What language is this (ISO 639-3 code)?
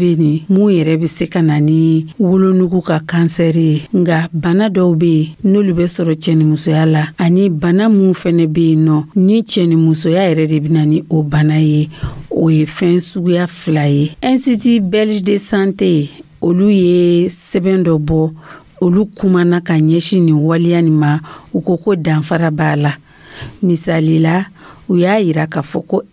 dyu